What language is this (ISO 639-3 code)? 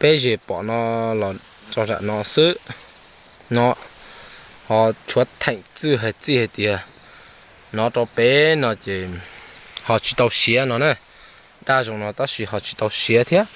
hmn